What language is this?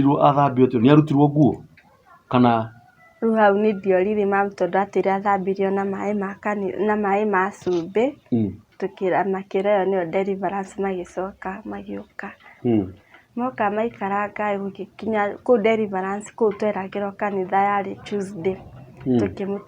Kikuyu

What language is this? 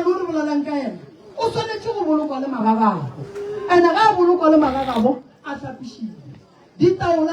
Northern Sotho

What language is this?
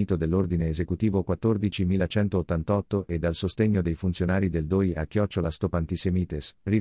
Italian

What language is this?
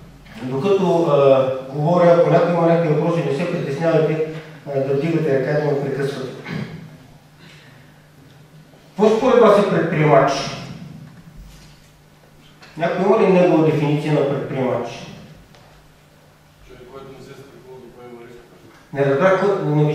Bulgarian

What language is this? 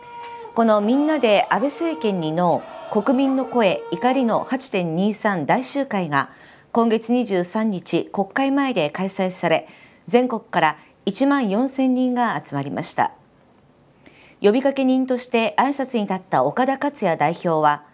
Japanese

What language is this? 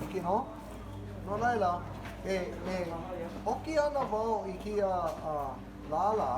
Hawaiian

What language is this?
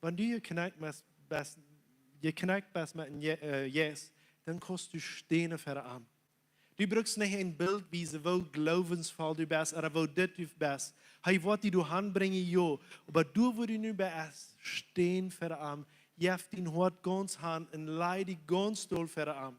Plautdietsch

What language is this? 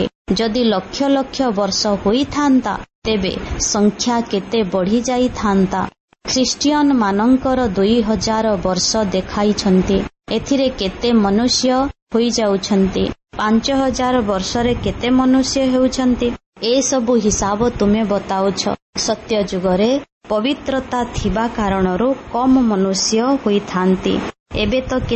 Odia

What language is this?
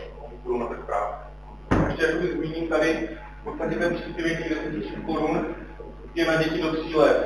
Czech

